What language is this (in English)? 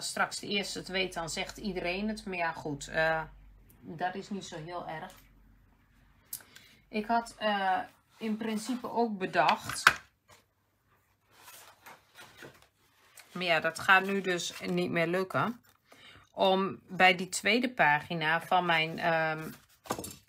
Dutch